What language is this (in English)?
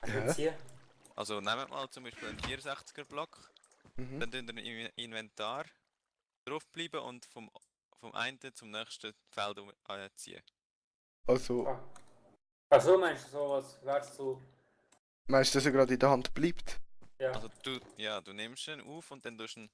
Swiss German